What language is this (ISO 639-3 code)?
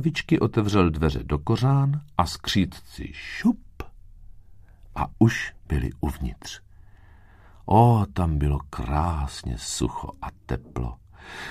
ces